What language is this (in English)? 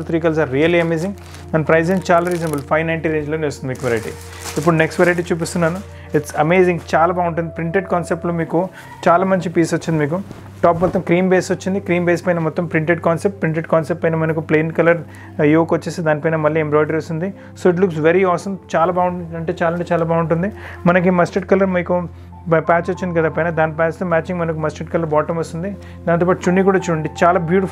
Telugu